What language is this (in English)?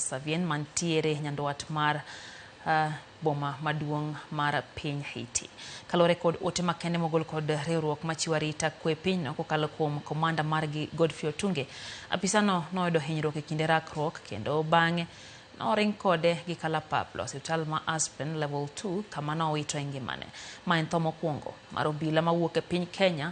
Luo (Kenya and Tanzania)